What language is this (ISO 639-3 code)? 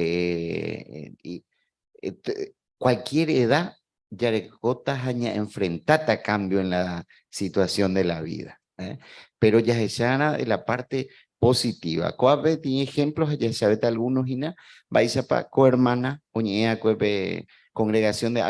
grn